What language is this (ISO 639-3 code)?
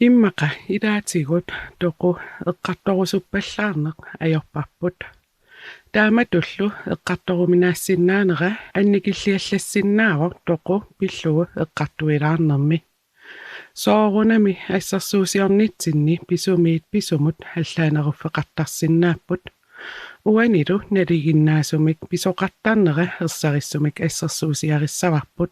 kal